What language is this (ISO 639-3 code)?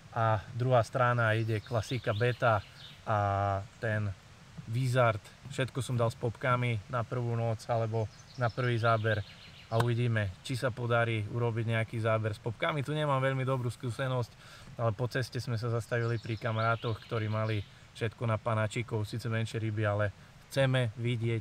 slk